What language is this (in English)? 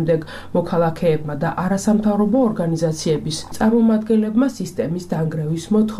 Georgian